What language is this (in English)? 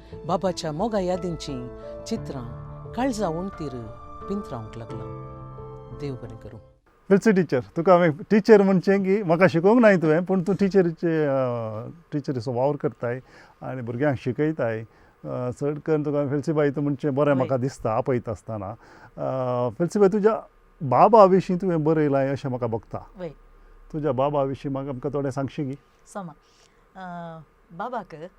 Konkani